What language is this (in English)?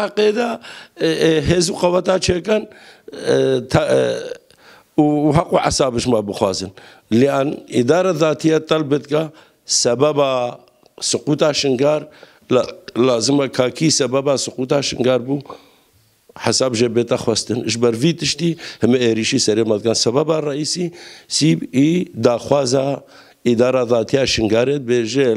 Kurdish